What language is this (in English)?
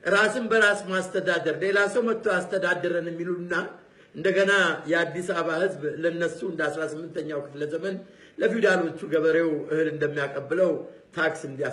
Amharic